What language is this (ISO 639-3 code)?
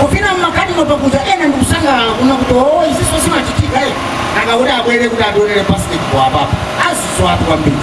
nya